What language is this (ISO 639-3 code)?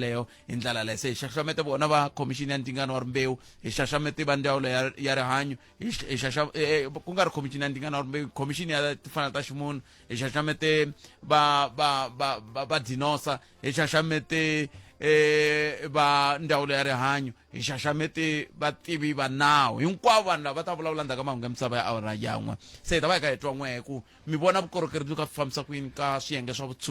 tso